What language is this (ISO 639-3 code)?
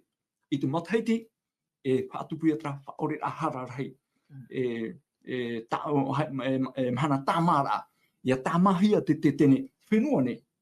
tah